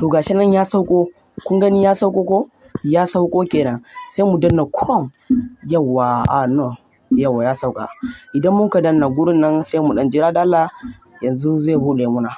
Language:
Hausa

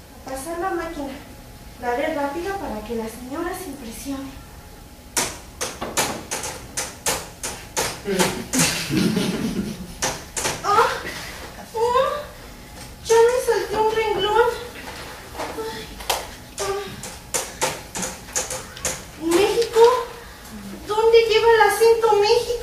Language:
Spanish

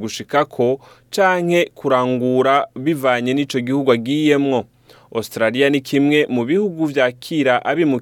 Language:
Rundi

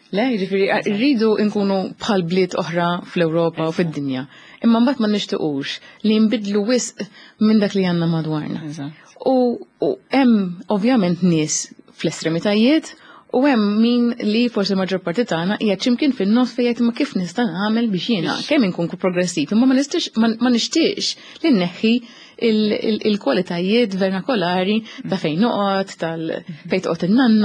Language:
Maltese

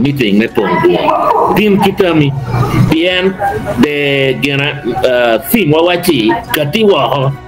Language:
Acoli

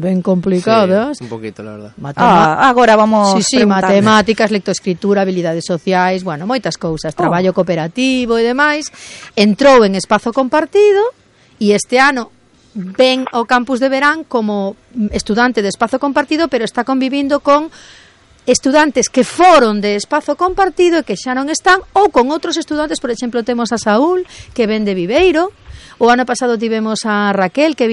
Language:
Galician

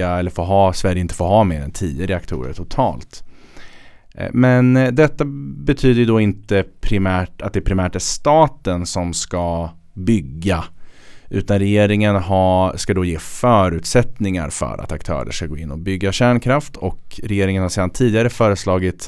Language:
Swedish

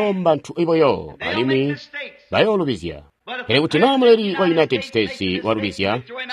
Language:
Tonga (Zambia)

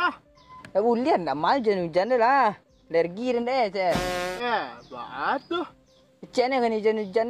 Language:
Minangkabau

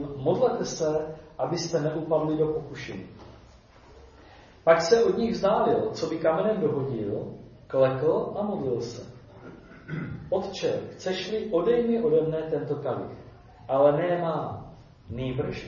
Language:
Czech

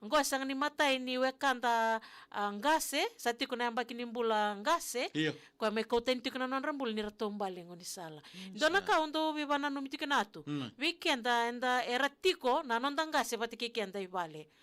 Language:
Fijian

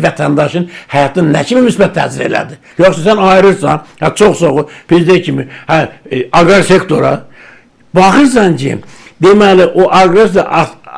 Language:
Azerbaijani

